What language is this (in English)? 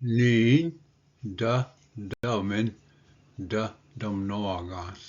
Ojibwa